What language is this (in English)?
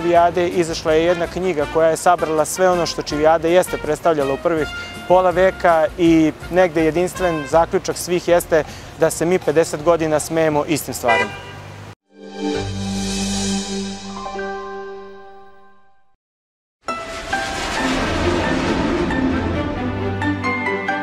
Serbian